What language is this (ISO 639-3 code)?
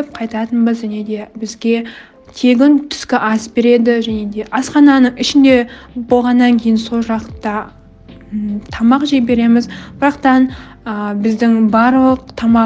kaz